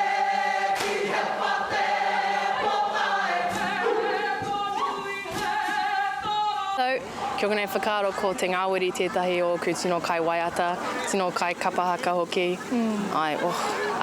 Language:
Māori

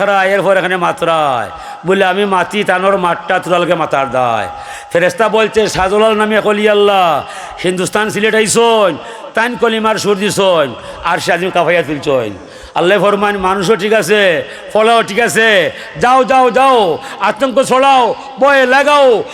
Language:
Sylheti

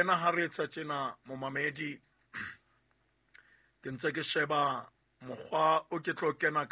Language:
Southern Sotho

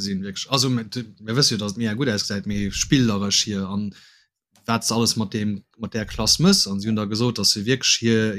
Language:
Luxembourgish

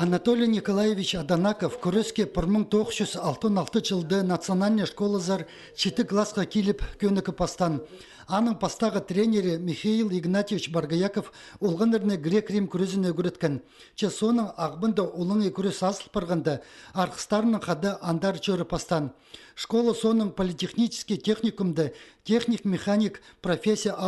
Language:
Khakas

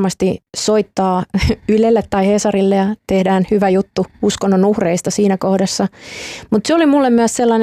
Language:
Finnish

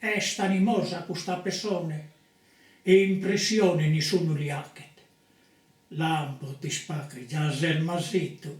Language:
Sardinian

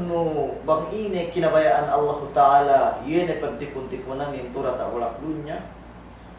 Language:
Yakan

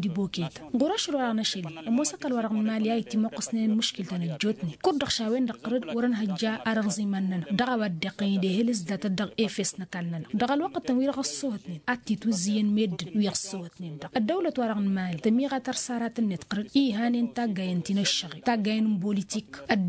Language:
Tamasheq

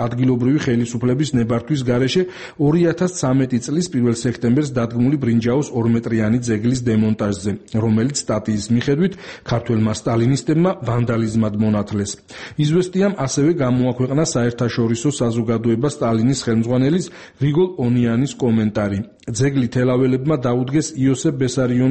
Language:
Georgian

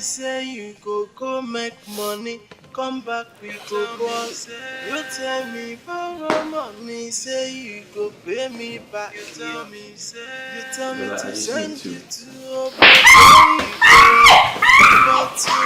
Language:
Nigerian Pidgin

